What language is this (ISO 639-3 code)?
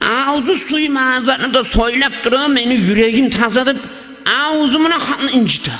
kum